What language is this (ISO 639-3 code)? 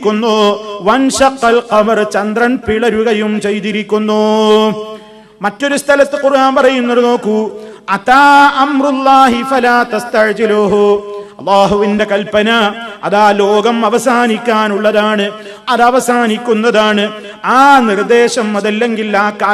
mal